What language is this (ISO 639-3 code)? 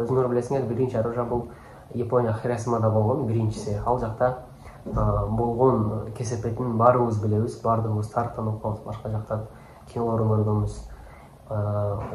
kir